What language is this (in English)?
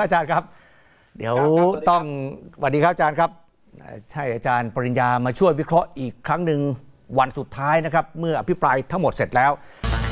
Thai